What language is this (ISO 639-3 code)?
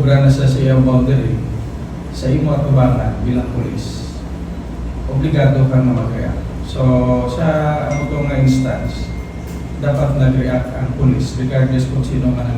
hil